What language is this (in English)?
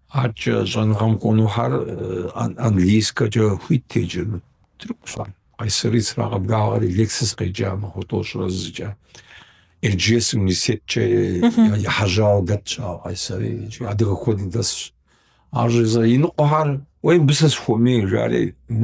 Kabardian